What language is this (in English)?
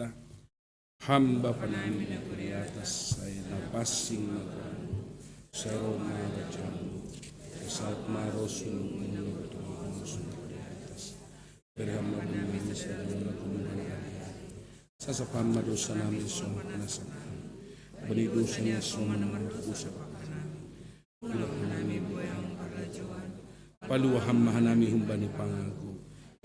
Batak Simalungun